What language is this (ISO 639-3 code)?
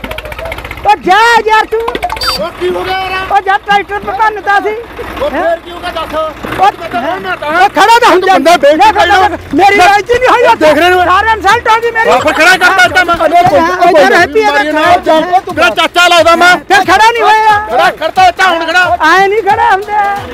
pan